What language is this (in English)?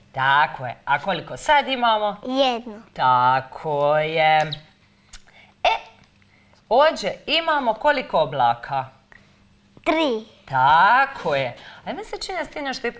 Croatian